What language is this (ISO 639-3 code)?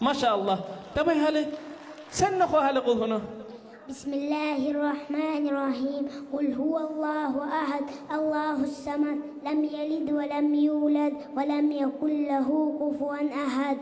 kum